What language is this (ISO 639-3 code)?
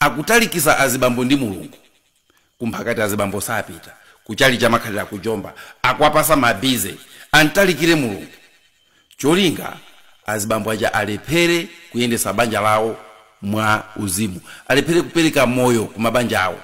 nya